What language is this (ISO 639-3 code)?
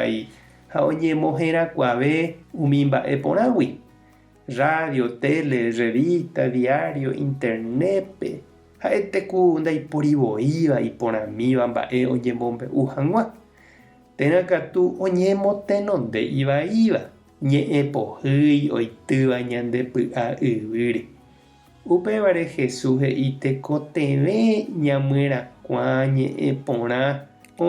grn